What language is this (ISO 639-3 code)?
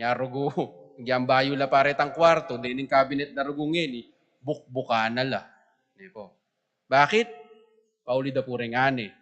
pam